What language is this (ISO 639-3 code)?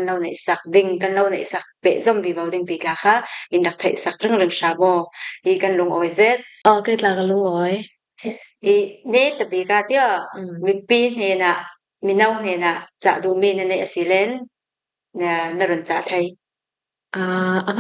cfm